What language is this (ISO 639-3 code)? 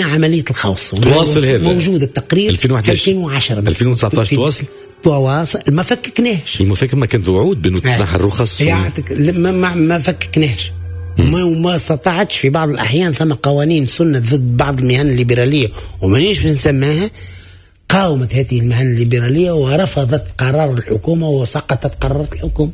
aeb